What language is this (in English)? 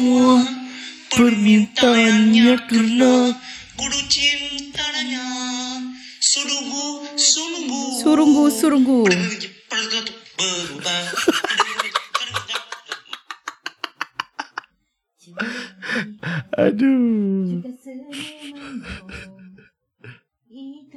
Malay